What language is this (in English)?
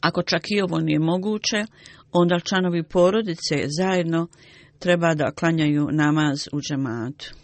Bosnian